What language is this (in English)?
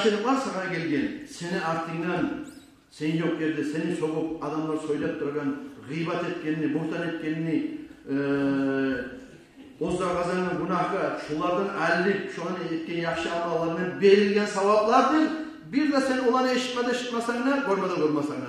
Kumyk